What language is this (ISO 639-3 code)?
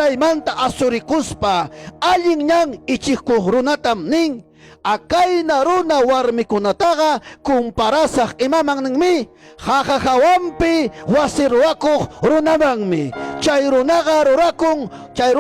quy